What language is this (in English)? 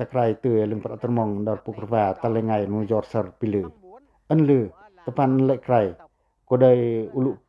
Pacoh